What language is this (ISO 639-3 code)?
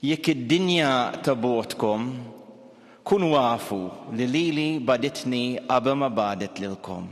mlt